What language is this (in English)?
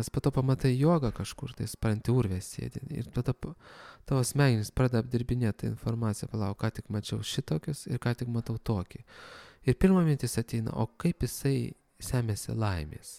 Lithuanian